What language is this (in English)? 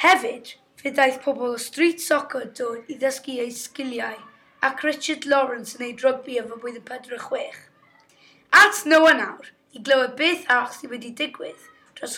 Welsh